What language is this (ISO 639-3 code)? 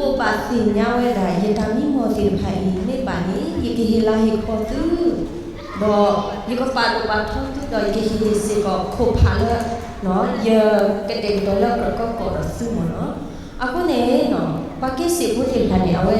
ksw